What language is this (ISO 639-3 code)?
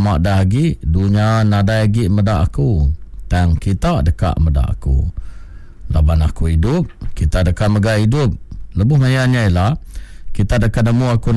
iba